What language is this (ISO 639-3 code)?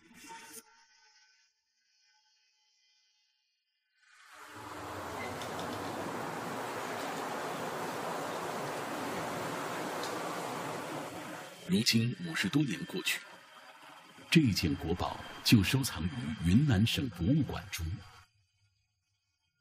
zho